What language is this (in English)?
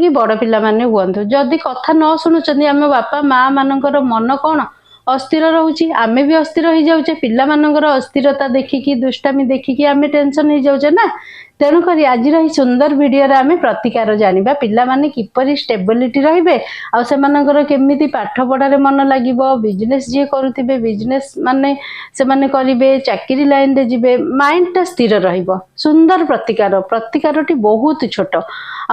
Odia